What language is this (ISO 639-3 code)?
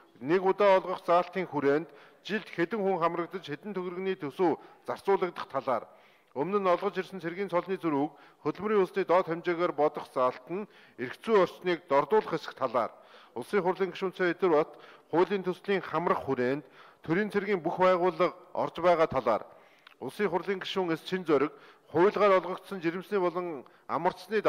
mon